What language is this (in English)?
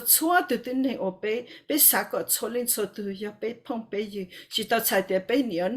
Hmong